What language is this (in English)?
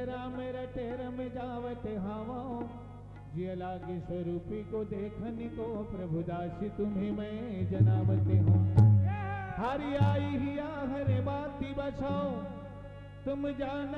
Chhattisgarhi